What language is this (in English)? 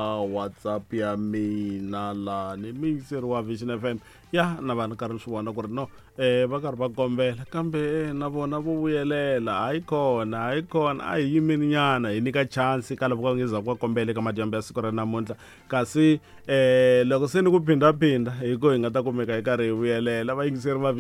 Tsonga